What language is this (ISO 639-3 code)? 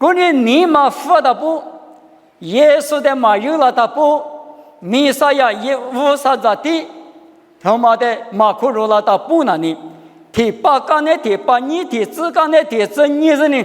lis